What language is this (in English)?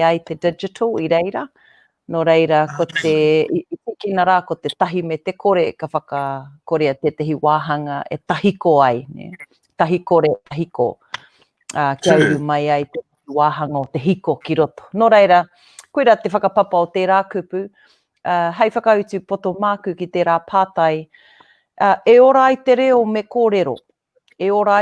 Māori